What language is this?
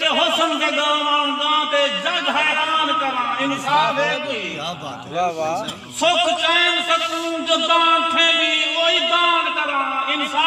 Saraiki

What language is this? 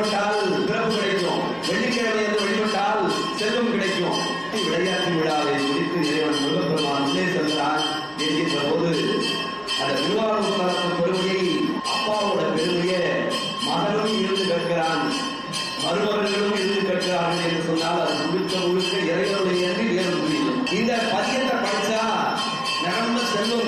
Tamil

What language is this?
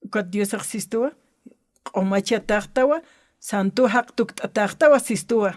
Aymara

